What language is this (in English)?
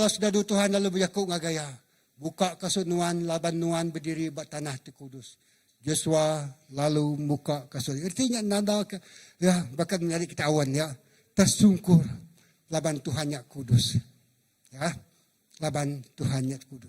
Iban